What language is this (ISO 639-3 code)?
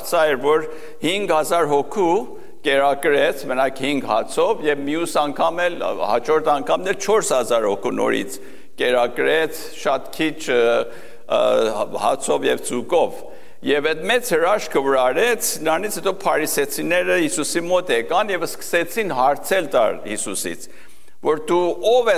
hye